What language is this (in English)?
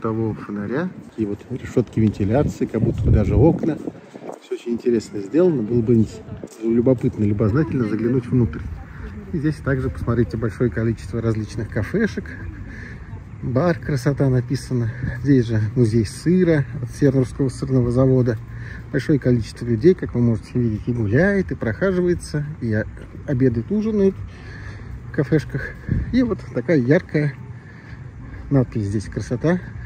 Russian